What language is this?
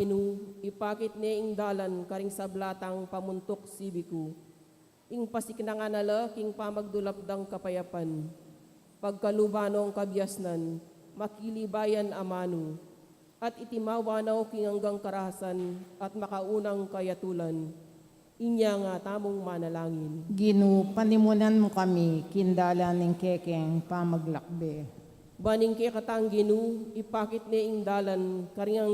Pampanga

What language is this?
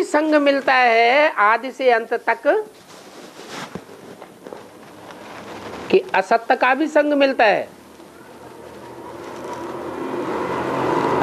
Hindi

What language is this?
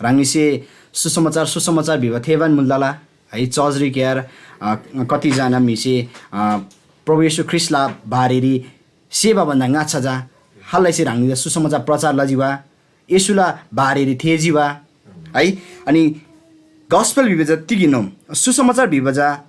Eastern Tamang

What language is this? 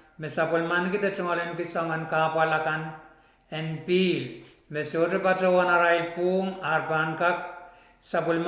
Pohnpeian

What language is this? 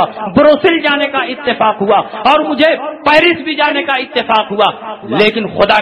Urdu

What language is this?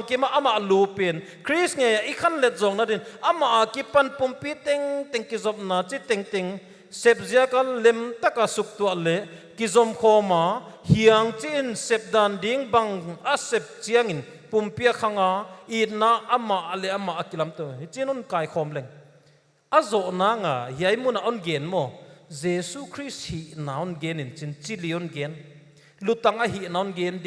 Paite Chin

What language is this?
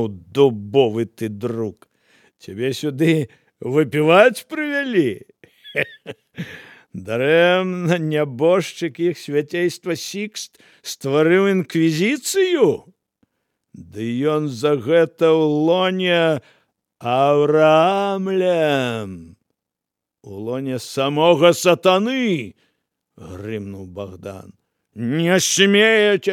Belarusian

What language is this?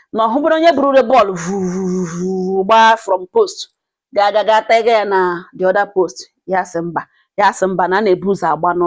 Igbo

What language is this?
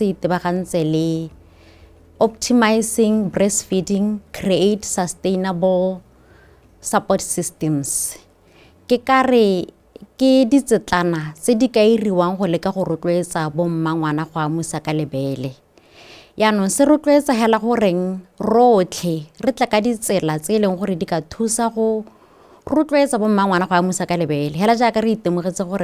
Tswana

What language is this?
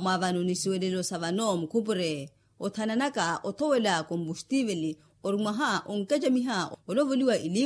Makhuwa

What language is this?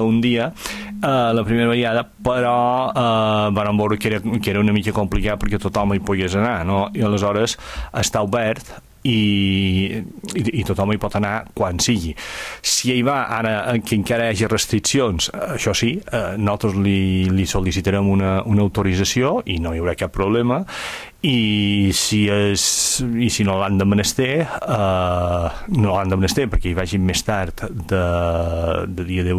Catalan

